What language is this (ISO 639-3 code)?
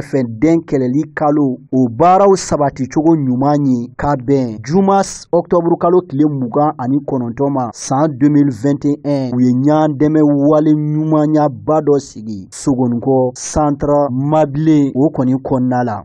bam